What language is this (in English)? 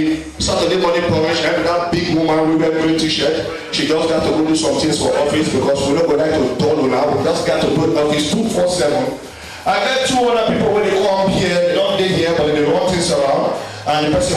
Nigerian Pidgin